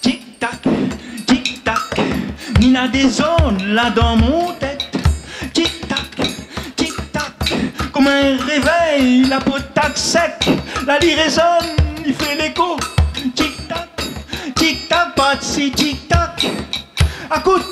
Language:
Réunion Creole French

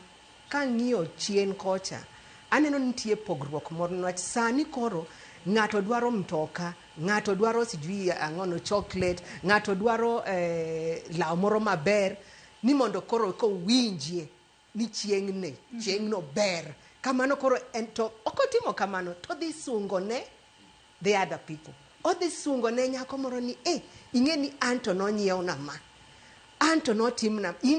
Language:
Luo (Kenya and Tanzania)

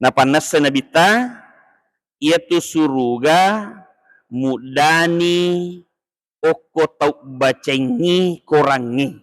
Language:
Buginese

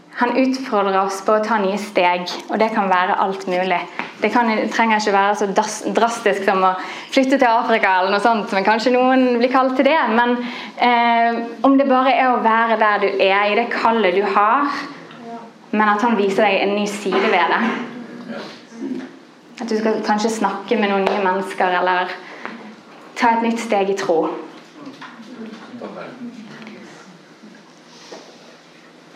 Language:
Norwegian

